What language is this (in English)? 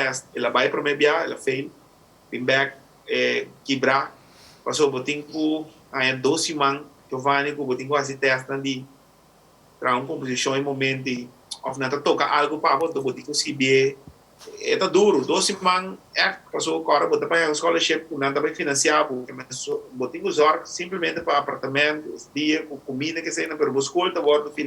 Papiamento